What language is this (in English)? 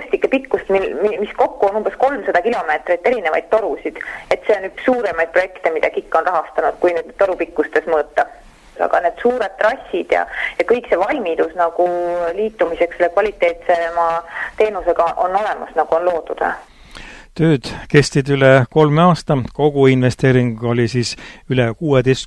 Estonian